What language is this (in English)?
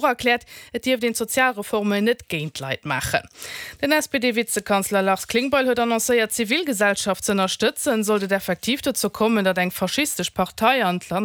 Luxembourgish